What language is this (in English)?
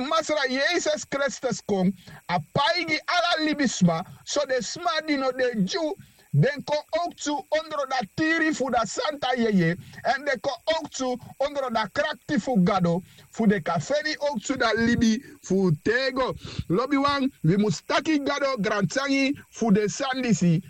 Sranan Tongo